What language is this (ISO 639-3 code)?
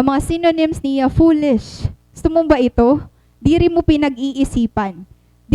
war